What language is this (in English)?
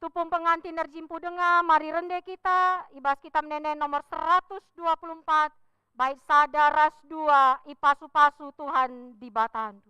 Batak Karo